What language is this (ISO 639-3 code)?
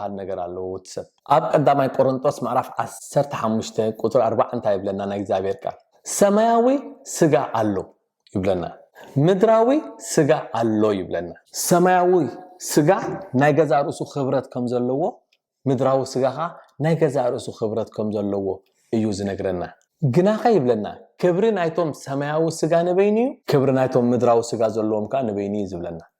tir